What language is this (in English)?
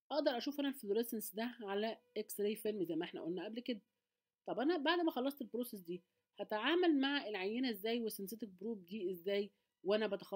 Egyptian Arabic